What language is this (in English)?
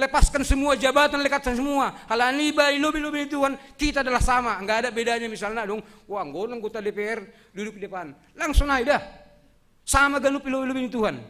Batak Simalungun